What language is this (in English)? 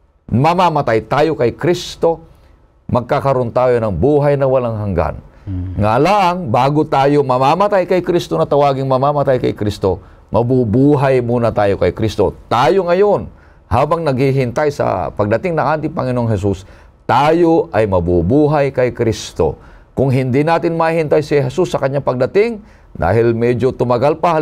Filipino